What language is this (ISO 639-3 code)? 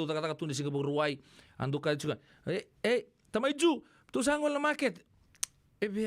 fij